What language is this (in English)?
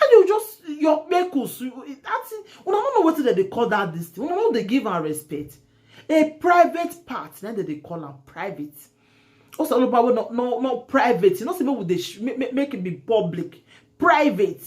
Nigerian Pidgin